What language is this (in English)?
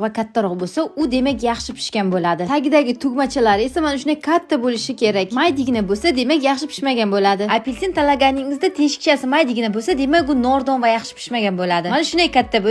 Uzbek